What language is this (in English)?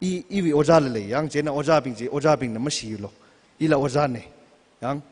Tangkhul Naga (India)